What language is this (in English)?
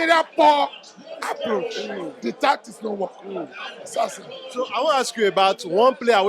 Nigerian Pidgin